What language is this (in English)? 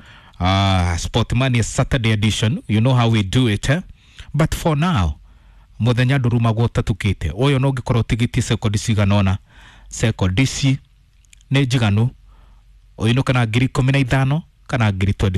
Kikuyu